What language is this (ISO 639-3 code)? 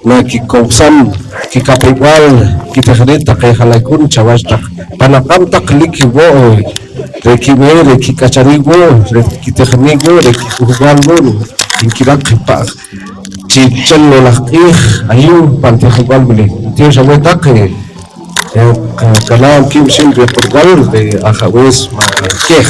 poh